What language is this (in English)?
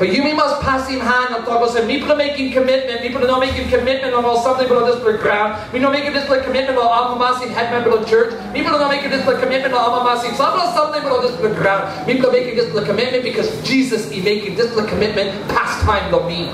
Tok Pisin